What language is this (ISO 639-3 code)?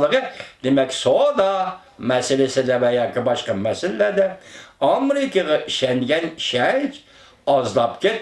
uig